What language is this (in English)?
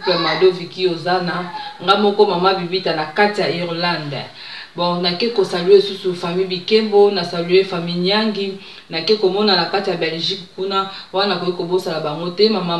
Lingala